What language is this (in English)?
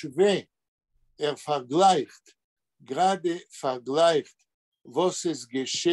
Yiddish